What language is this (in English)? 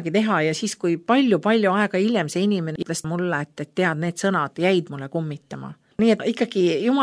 Estonian